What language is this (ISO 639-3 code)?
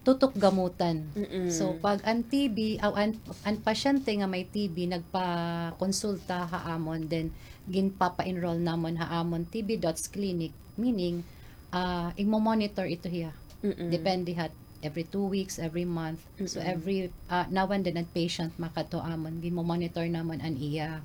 war